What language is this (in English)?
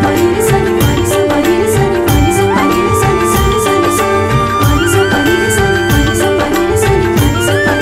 Hindi